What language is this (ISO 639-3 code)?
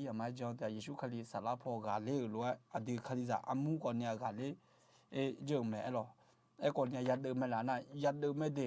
ahk